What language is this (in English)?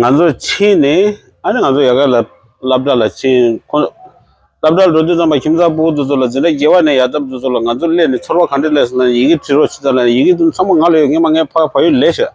Tibetan